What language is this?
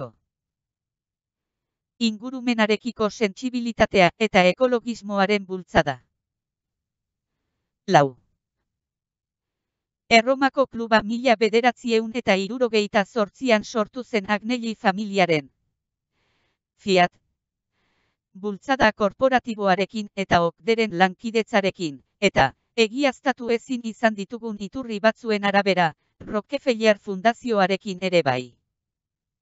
Basque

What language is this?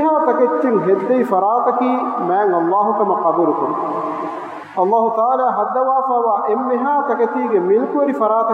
Divehi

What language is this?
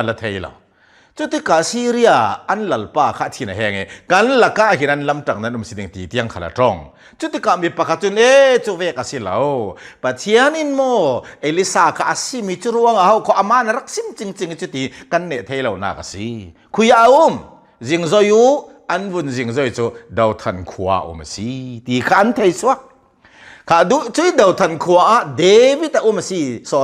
Hakha Chin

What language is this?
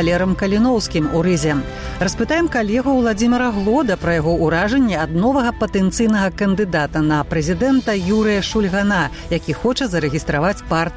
Belarusian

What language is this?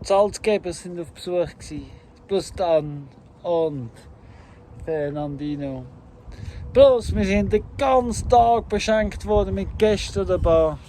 Swiss German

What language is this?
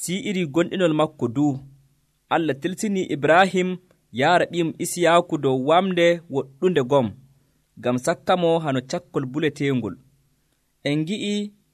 Nigerian Fulfulde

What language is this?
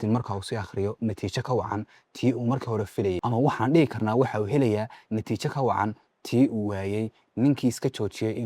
Somali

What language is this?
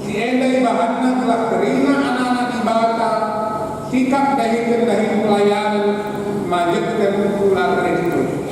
Batak Karo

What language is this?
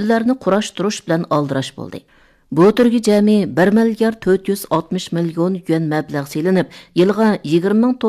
Uyghur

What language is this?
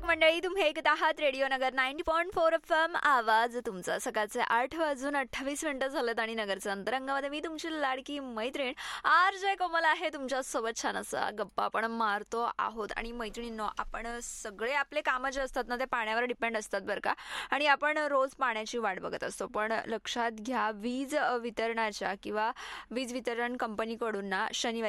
Marathi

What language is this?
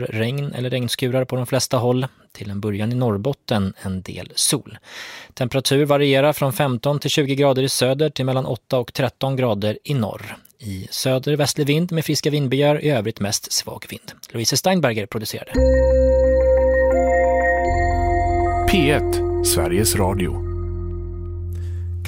Swedish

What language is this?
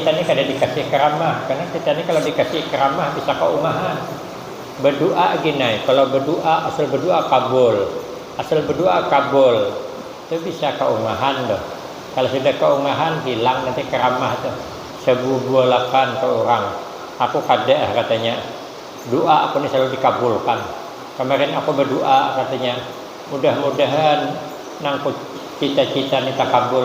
Banjar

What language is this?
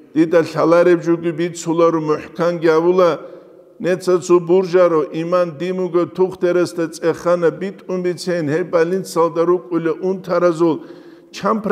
Avaric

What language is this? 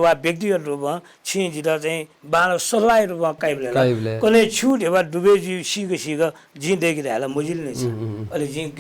Newari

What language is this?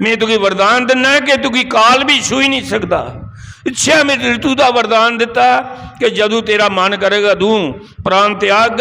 Dogri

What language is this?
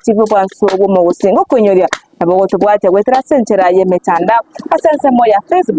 Gusii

